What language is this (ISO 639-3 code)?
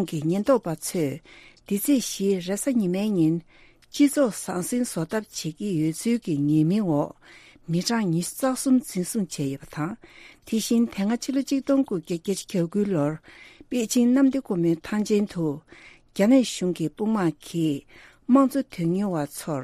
bod